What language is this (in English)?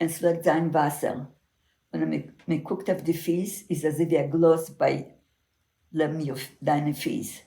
Yiddish